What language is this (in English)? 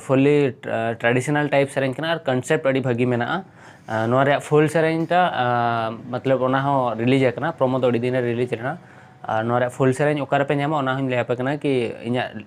Santali